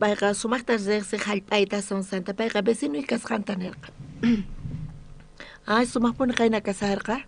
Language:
South Bolivian Quechua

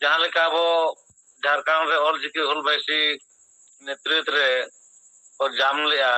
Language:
Santali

